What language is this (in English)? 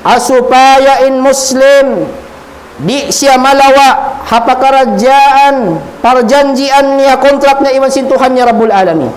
Tausug